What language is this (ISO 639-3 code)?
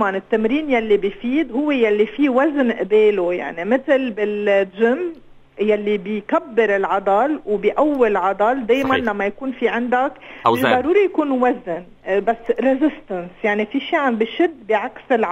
apc